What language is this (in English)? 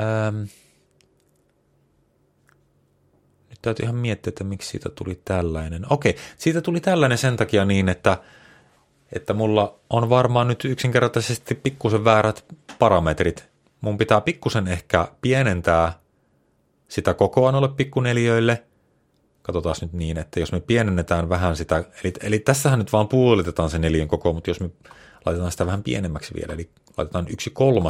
Finnish